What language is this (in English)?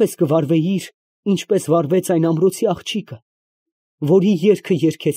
Armenian